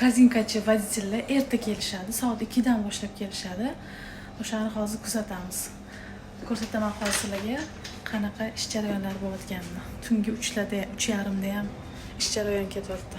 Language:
Uzbek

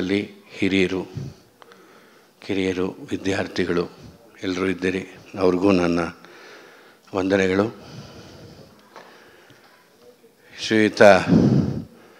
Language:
Kannada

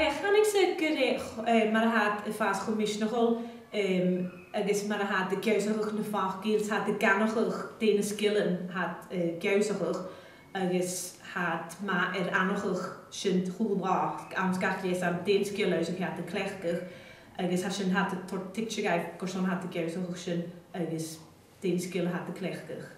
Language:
Scottish Gaelic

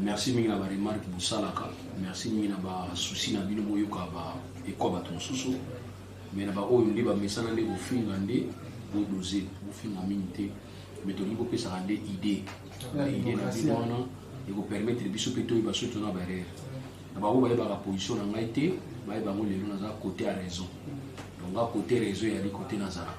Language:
Lingala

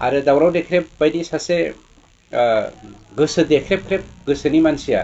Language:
Bodo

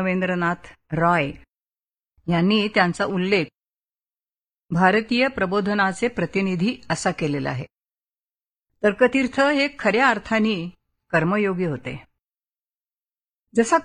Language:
Marathi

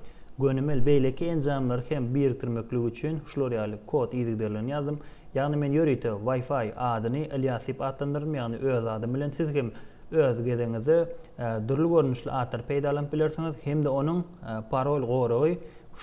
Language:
Turkmen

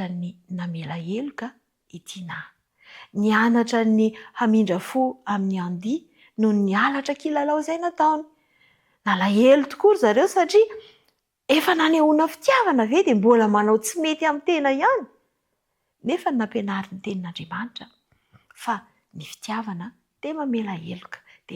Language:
Malagasy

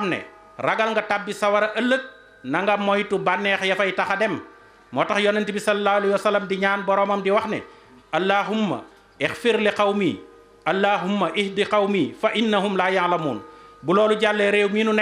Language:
Wolof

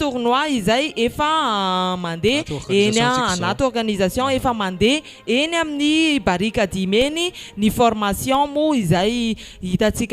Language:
Malagasy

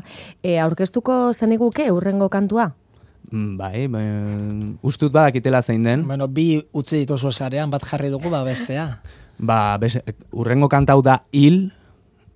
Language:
Basque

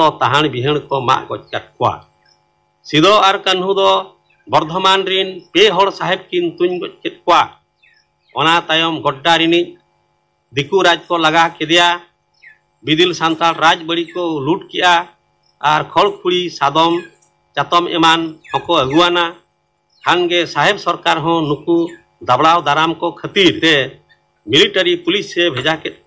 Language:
Santali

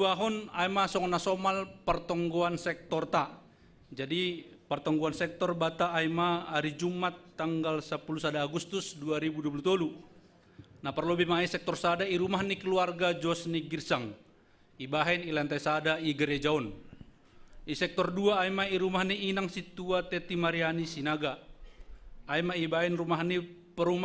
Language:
Batak Simalungun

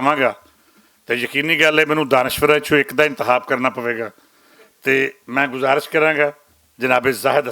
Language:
Western Panjabi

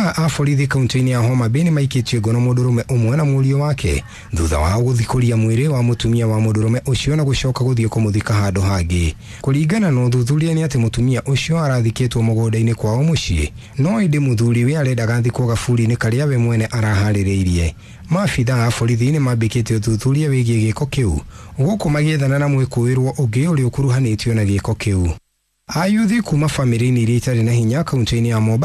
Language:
Kikuyu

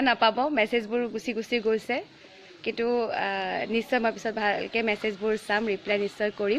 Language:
Assamese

